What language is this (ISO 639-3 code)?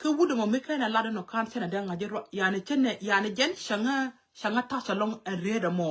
nus